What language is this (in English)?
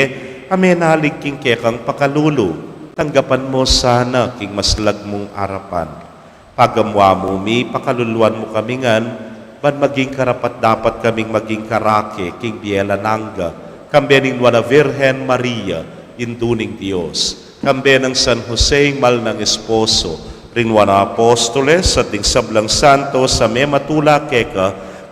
Pampanga